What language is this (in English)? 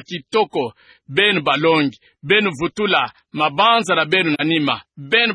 Kituba (Democratic Republic of Congo)